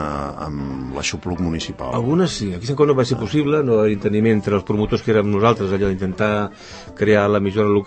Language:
Catalan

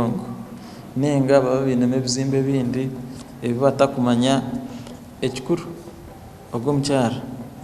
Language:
Nyankole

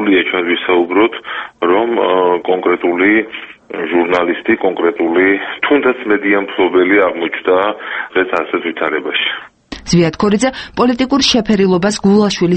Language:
Georgian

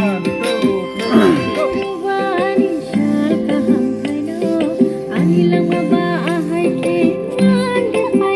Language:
Kok Borok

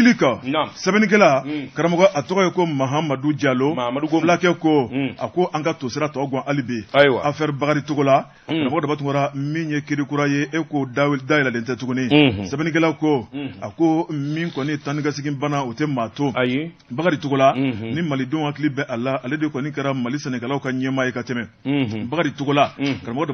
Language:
Bambara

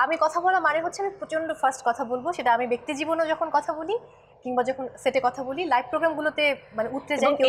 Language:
Bangla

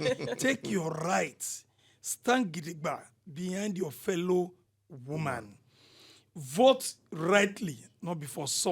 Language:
Nigerian Pidgin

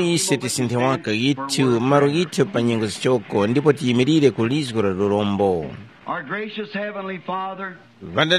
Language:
Tumbuka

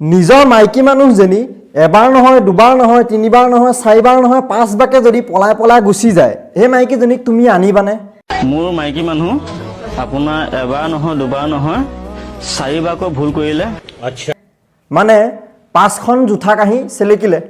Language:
Assamese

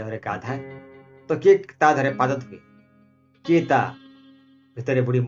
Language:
Odia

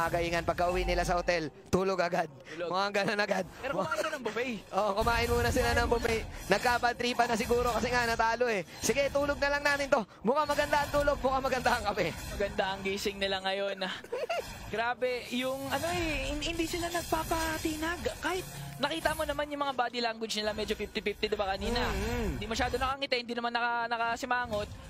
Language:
Filipino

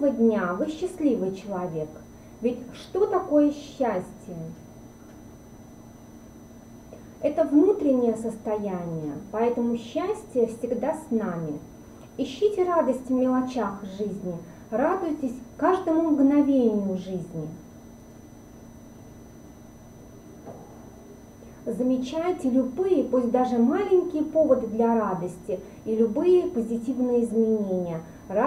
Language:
Russian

